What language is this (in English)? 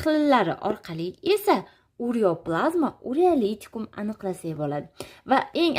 Uzbek